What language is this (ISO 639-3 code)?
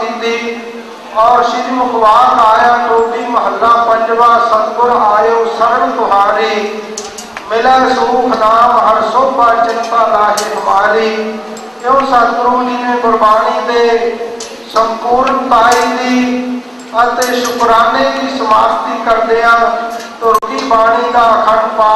pan